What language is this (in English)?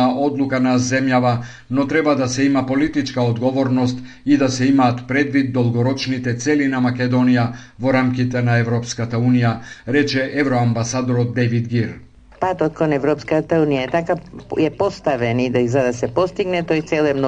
Macedonian